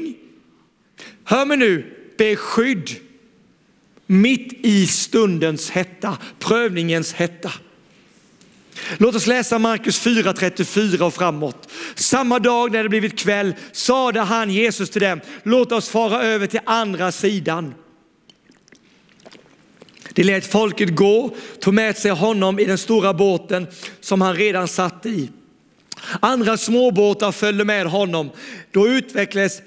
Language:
Swedish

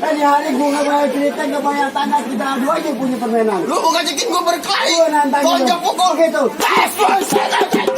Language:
Betawi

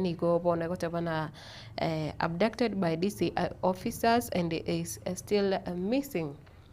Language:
Gusii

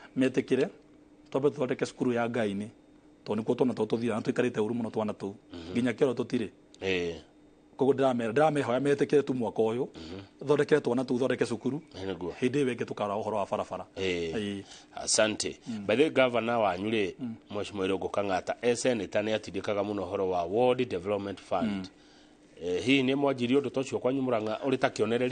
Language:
Kikuyu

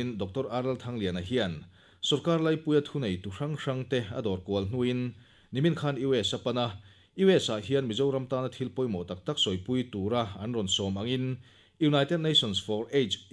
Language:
Mizo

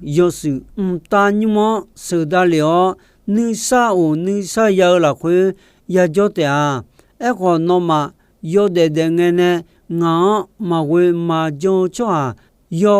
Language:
Akha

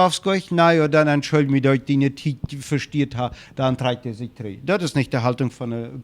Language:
Plautdietsch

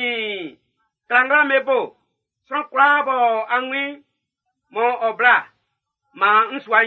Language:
Baoulé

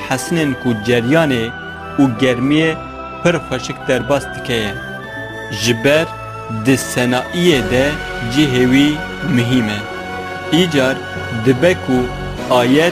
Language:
Kurdish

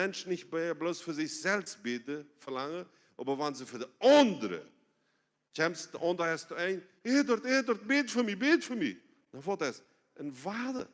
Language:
Plautdietsch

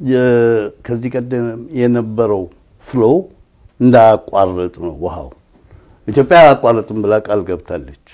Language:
Amharic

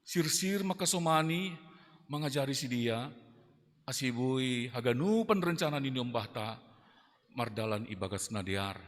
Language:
Batak Simalungun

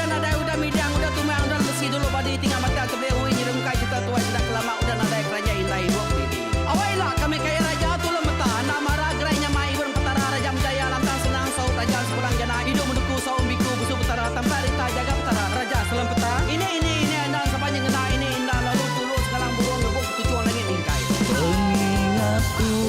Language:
Iban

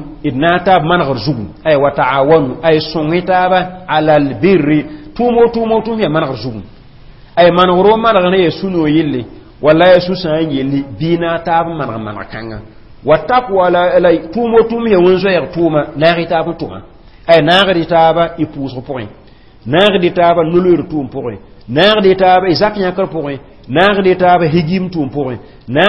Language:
Mossi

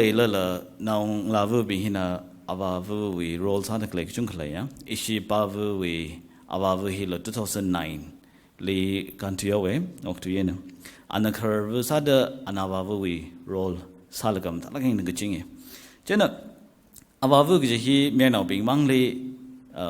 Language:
Tangkhul Naga (India)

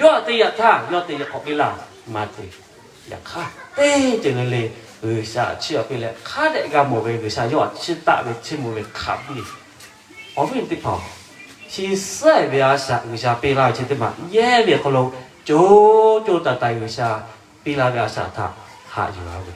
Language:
Lahu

